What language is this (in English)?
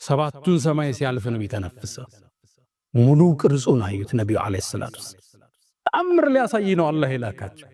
Amharic